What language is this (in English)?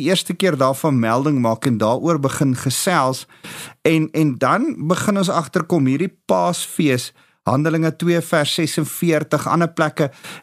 Afrikaans